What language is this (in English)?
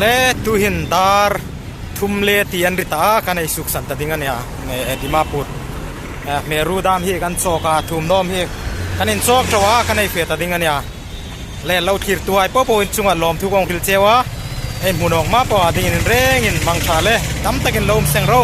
Hmar